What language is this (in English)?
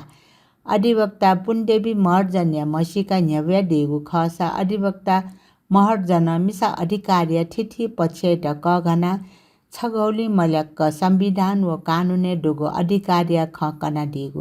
Newari